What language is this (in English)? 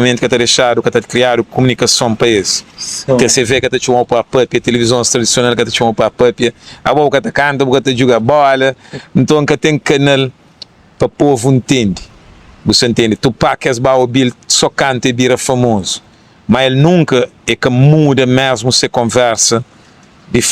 Kabuverdianu